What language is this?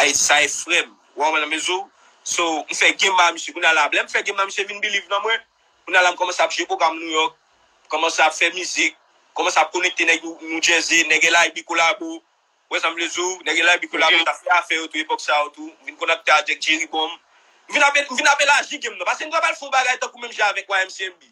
Haitian Creole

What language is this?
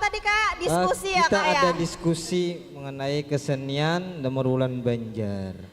Banjar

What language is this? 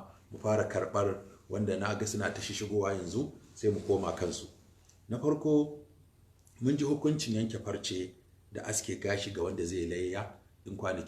Hausa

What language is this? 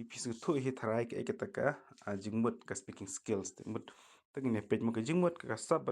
Khasi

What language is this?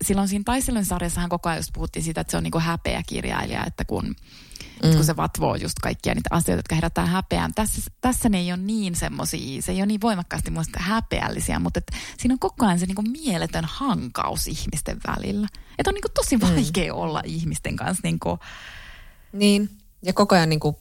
Finnish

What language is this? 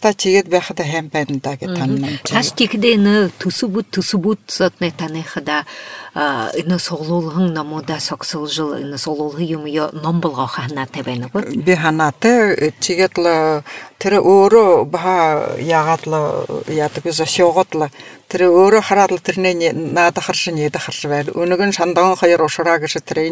Buriat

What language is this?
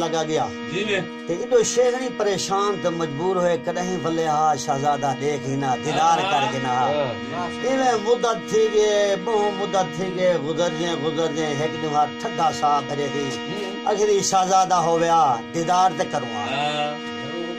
Saraiki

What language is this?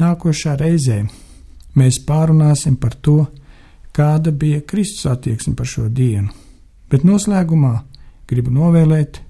Latvian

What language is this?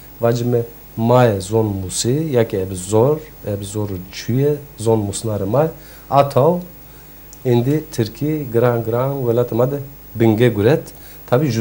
Zaza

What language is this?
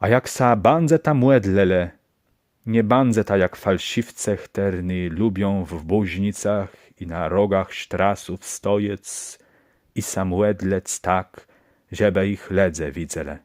Kashubian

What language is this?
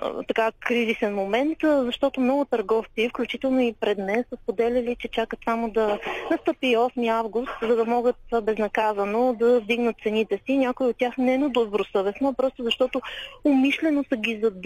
Bulgarian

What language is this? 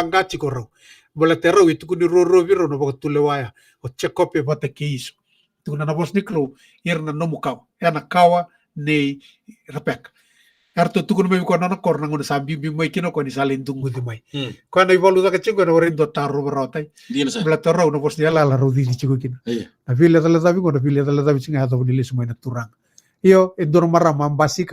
Fijian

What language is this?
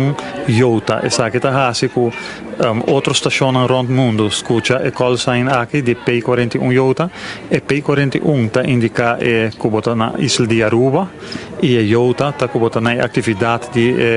Papiamento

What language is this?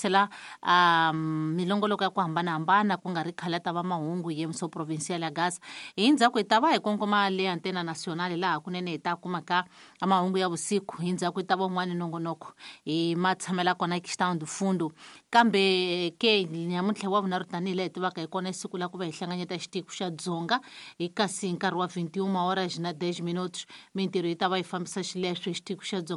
Tsonga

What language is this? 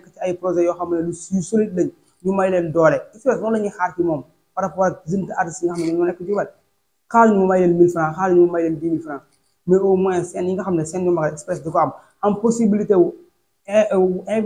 Wolof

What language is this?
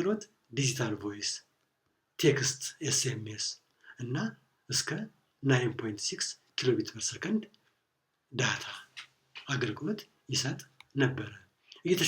Amharic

